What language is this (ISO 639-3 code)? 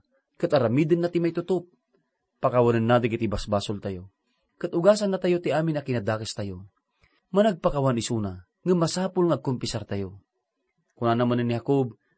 ilo